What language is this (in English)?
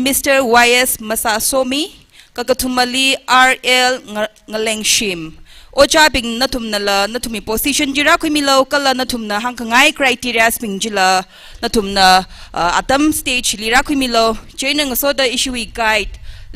Tangkhul Naga (India)